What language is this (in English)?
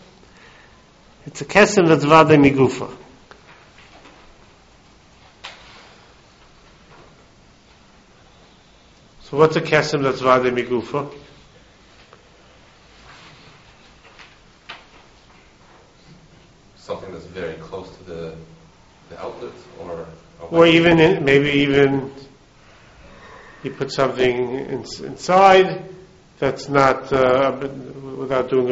English